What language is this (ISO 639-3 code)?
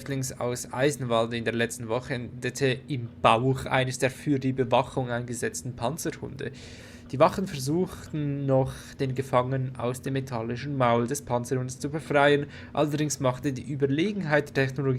gsw